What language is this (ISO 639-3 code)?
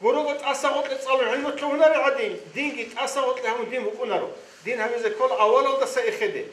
ava